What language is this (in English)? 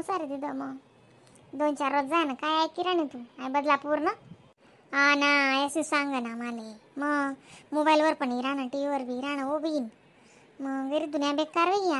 Khandesi